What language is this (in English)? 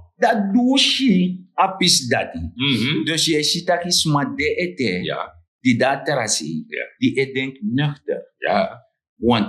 Sranan Tongo